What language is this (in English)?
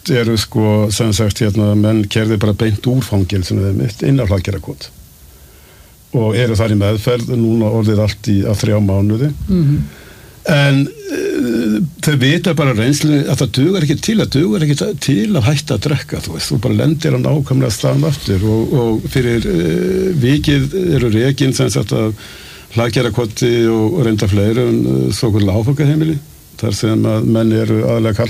Icelandic